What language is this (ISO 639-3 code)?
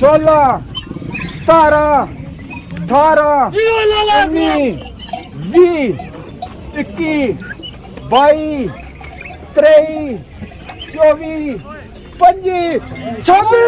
phr